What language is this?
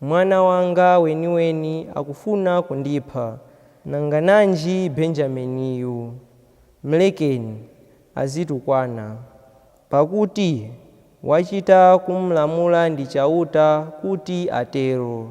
Nyanja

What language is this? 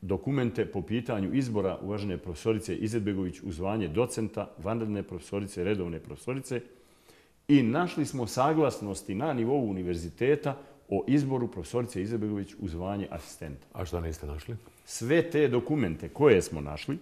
Bosnian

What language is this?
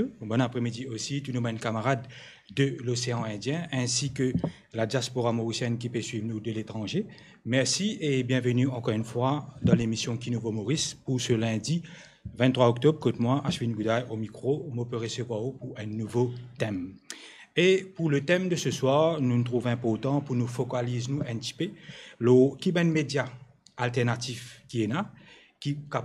Morisyen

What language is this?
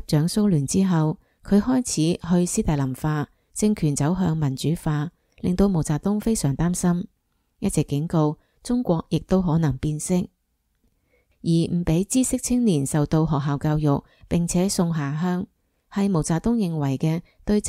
Cantonese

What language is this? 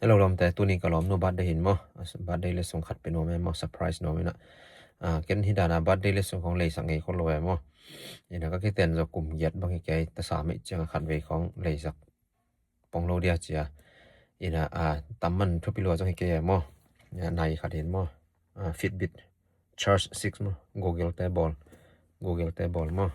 Tedim Chin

